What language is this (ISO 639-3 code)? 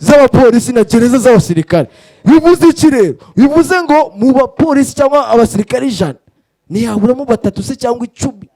kin